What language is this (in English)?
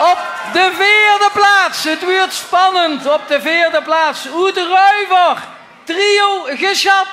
Limburgish